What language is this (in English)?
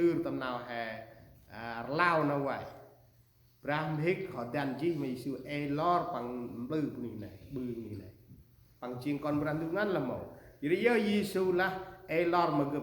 Central Mnong